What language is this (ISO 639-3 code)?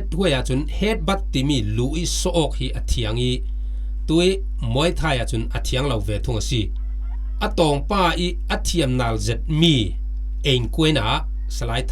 cfm